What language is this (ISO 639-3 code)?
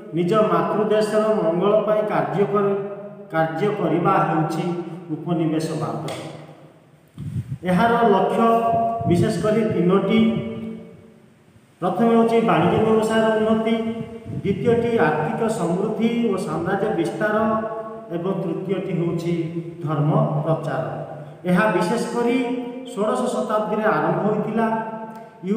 ori